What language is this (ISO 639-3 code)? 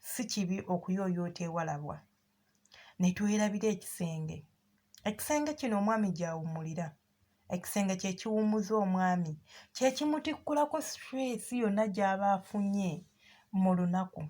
lug